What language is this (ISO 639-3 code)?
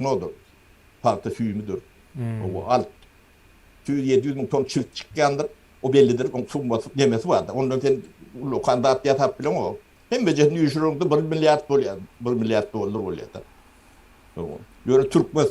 tuk